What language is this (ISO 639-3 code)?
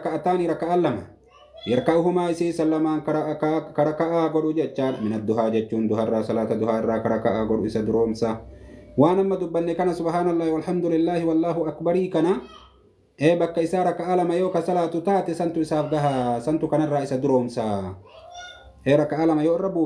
orm